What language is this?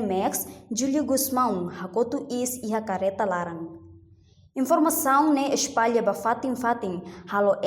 Tetum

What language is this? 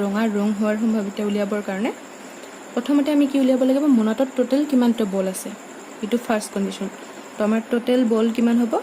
Assamese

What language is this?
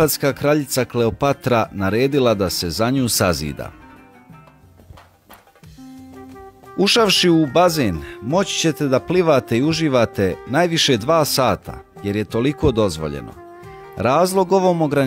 Bosnian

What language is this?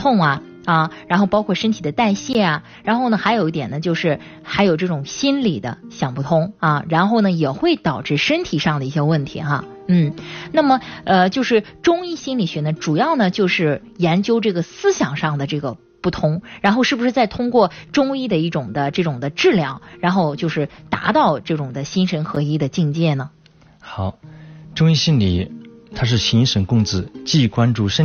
Chinese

